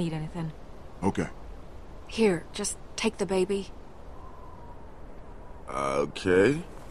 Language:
English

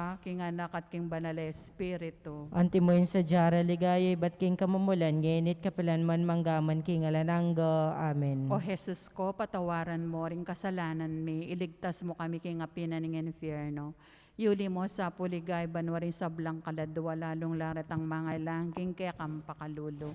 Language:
Pampanga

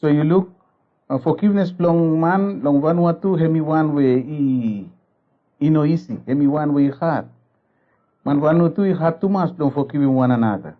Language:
Bislama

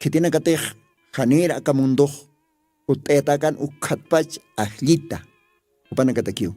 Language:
Aymara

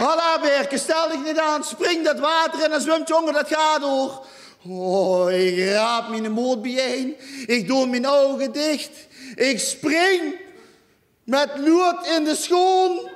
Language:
Limburgish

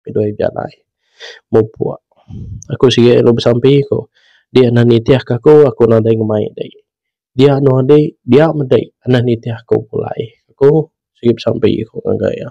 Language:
Iban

